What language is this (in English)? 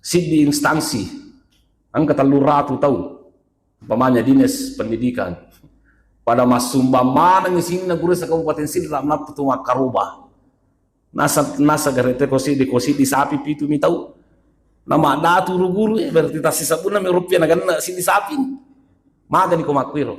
Buginese